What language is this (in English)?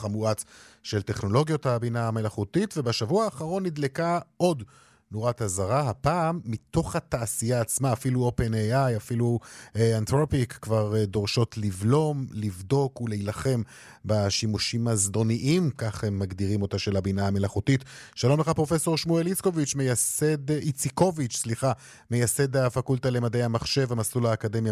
Hebrew